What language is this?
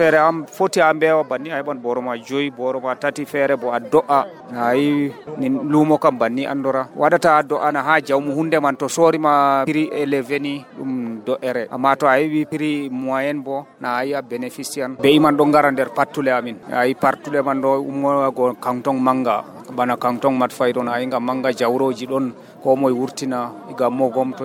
Nigerian Fulfulde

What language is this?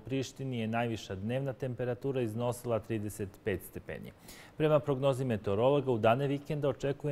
Serbian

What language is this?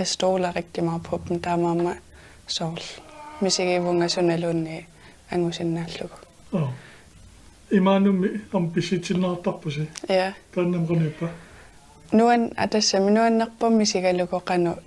Kalaallisut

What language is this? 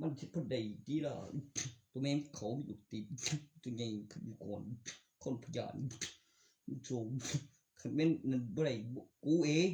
Northeastern Thai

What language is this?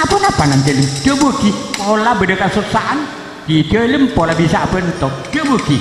Madurese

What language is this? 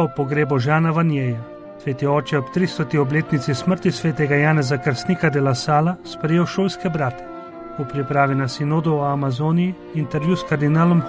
Slovenian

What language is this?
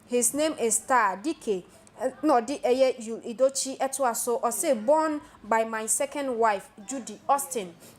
Akan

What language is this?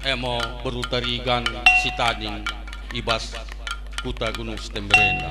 Batak Karo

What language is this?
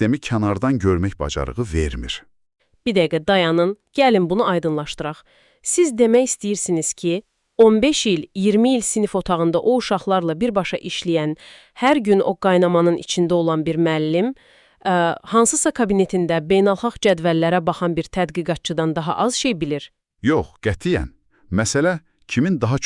Azerbaijani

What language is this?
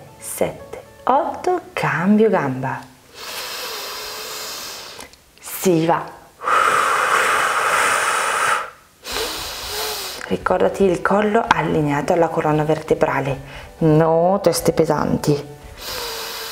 Italian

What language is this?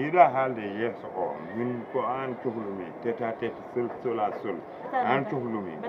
Fula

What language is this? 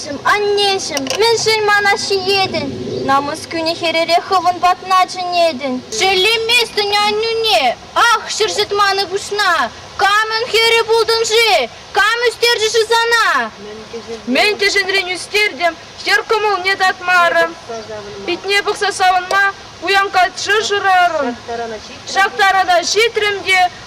Chuvash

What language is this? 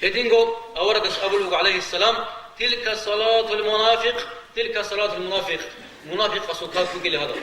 Avaric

